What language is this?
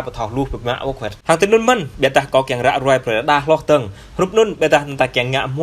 Jarai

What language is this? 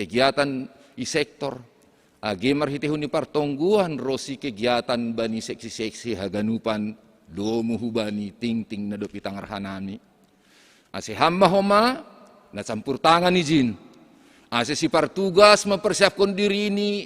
Batak Simalungun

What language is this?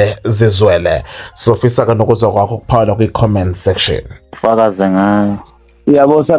Zulu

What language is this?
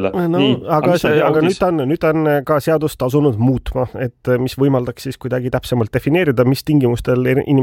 Estonian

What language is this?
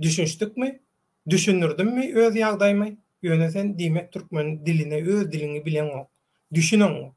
Turkmen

